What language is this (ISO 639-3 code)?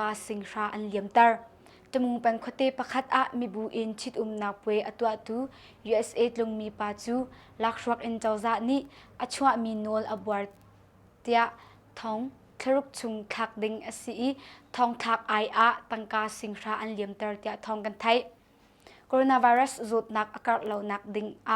cnh